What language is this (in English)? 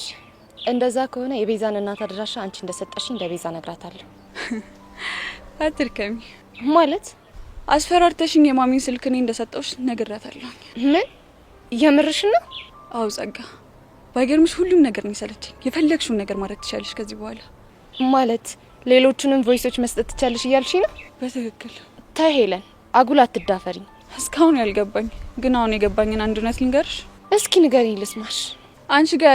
Amharic